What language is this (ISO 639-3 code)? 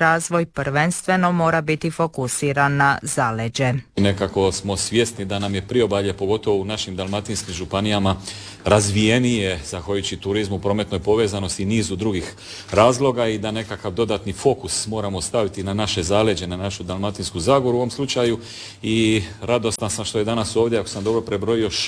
hrv